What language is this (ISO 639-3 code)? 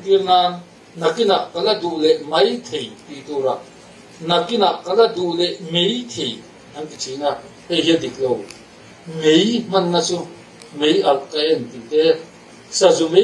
lus